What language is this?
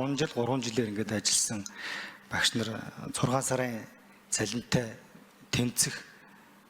Mongolian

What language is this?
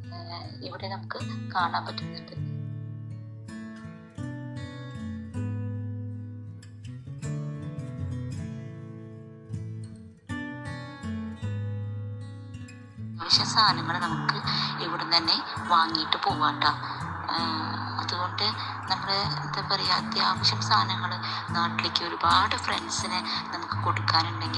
Malayalam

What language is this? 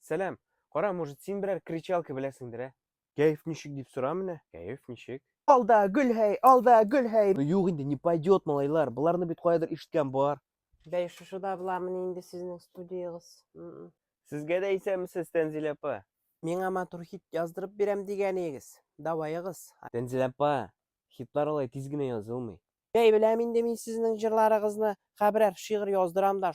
Tatar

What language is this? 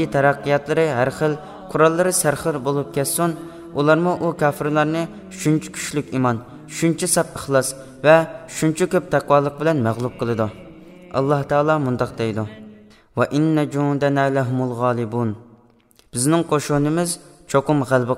Uyghur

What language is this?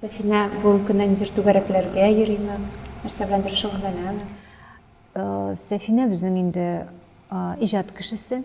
Tatar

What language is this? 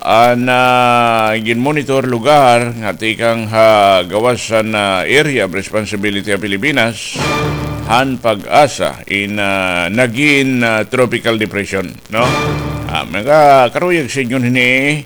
Waray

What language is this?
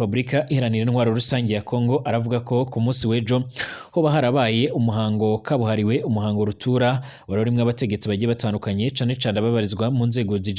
Rundi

